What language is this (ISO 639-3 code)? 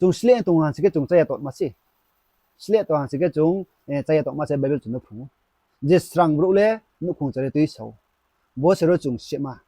ria